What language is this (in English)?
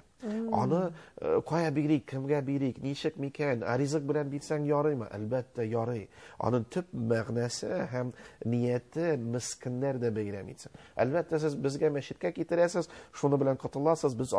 Tatar